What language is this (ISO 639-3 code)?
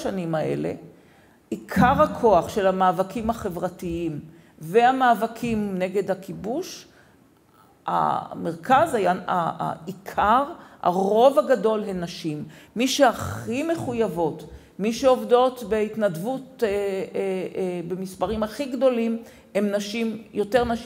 heb